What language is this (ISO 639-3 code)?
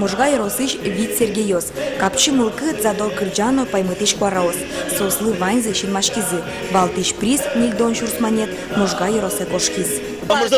udm